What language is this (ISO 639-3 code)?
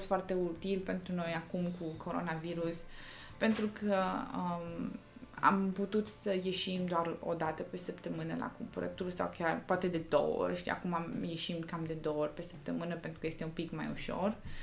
ron